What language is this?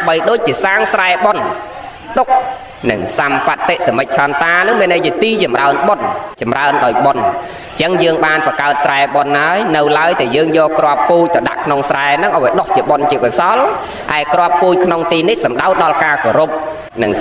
Khmer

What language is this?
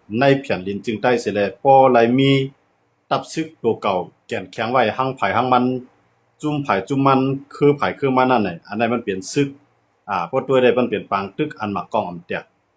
Shan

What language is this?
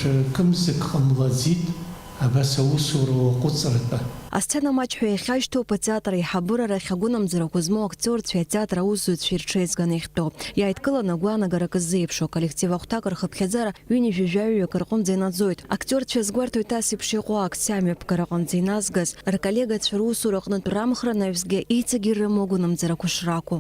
Abkhazian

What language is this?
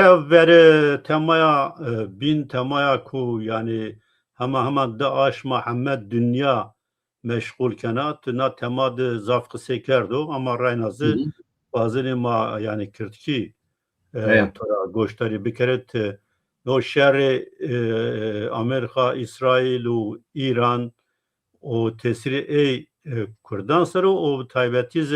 Zaza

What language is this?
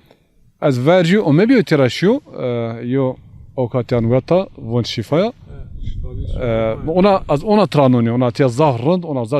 Zaza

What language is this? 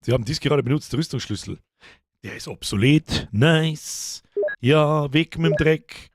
Bavarian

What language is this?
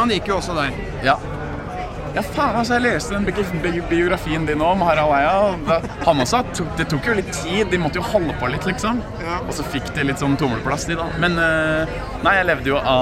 Norwegian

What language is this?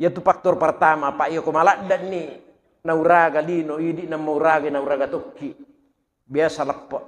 Buginese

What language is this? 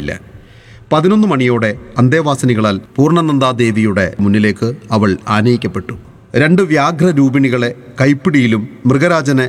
Malayalam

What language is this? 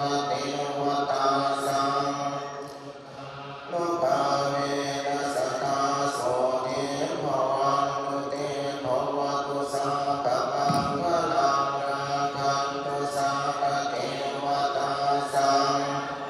Pali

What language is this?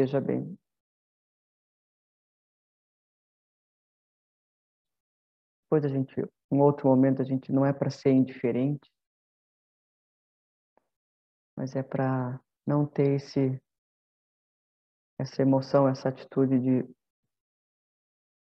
Portuguese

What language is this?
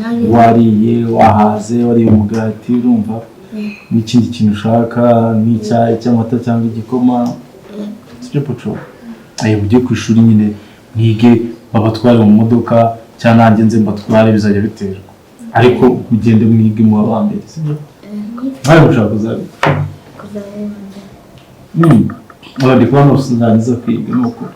Kinyarwanda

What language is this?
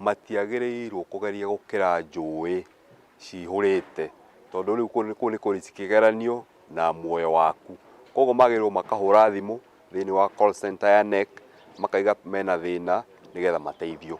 Kikuyu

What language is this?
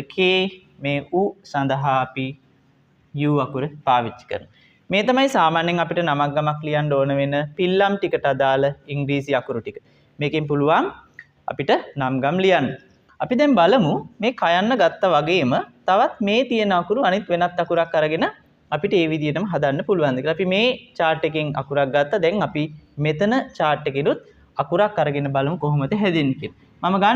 Sinhala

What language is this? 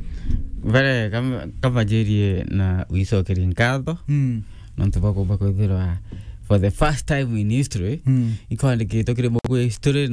Meru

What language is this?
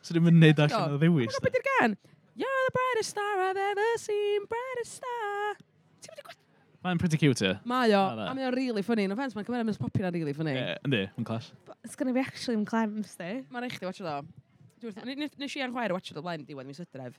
Welsh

